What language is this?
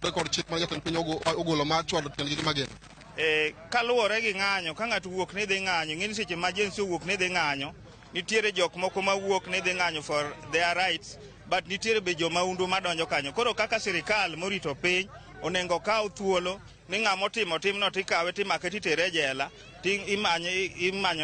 Luo (Kenya and Tanzania)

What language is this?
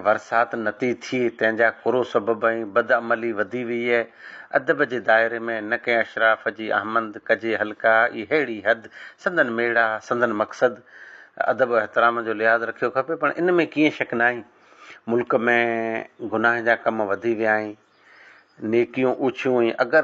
Sindhi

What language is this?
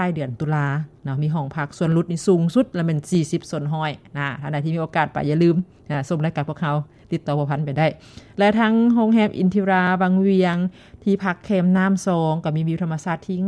Lao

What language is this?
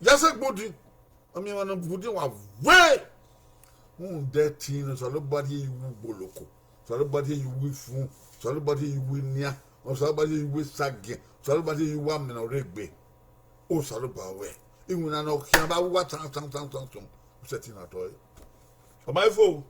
Bini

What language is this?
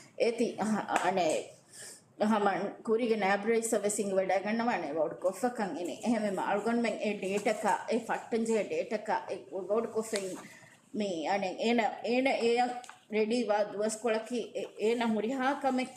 Divehi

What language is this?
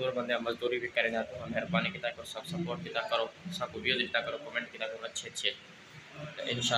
Saraiki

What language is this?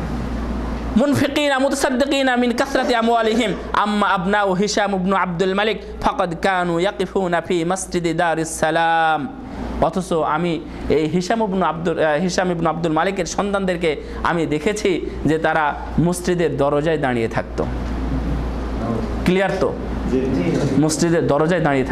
Bangla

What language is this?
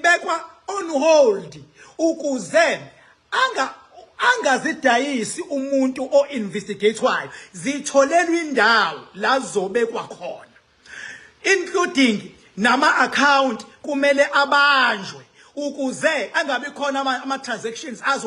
Zulu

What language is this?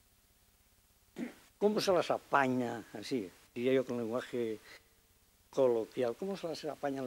Spanish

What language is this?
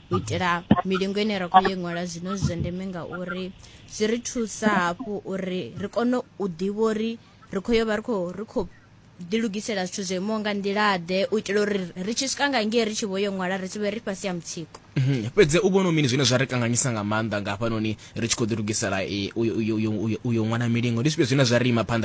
Venda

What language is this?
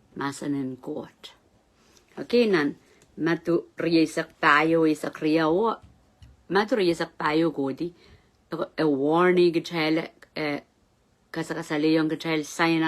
Pohnpeian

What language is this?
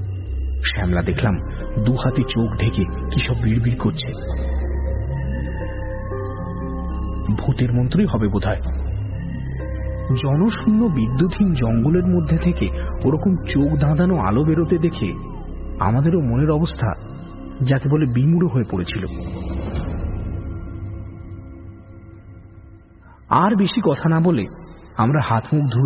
Bangla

